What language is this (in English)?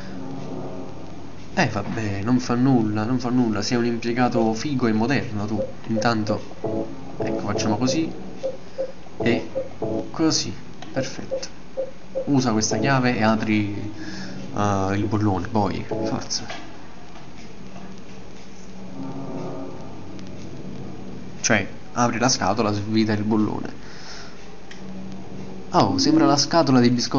Italian